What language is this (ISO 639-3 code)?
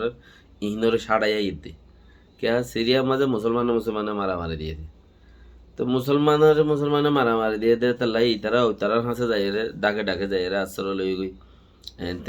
rhg